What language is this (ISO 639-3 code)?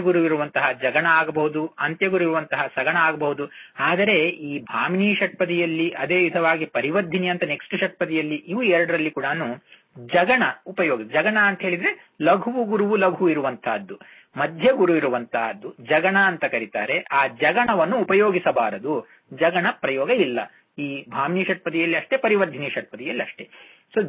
kan